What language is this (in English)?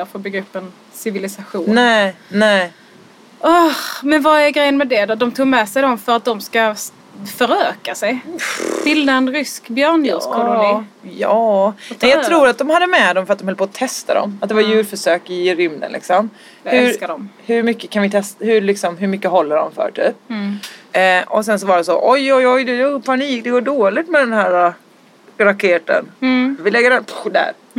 Swedish